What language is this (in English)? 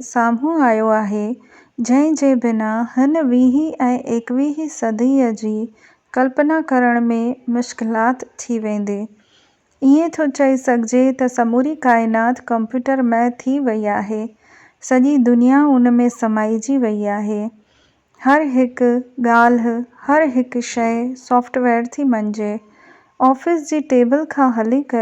Sindhi